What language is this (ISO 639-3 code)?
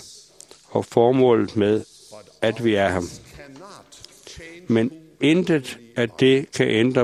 dan